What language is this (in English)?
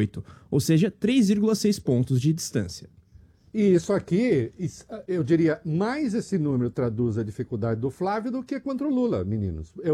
Portuguese